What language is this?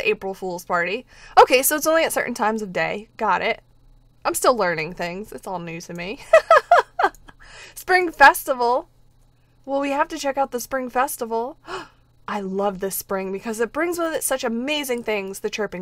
English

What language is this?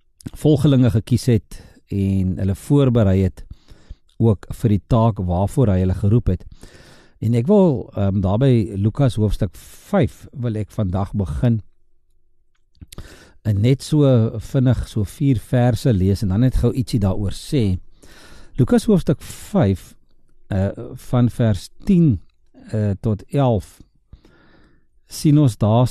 Afrikaans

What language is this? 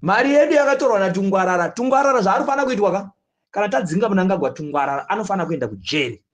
Shona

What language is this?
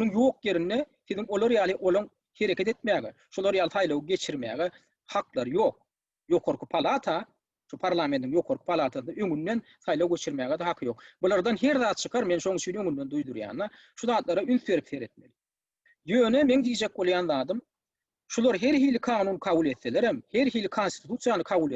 Turkmen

